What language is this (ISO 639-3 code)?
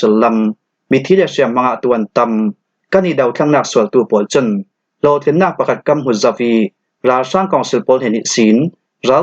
cfm